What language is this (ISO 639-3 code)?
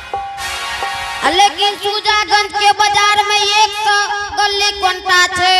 anp